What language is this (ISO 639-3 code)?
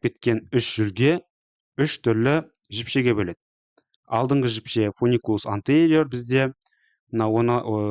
kaz